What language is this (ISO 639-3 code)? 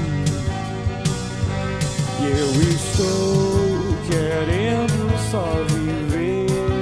por